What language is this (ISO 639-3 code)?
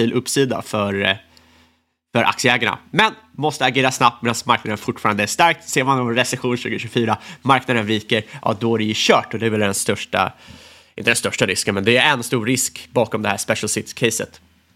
swe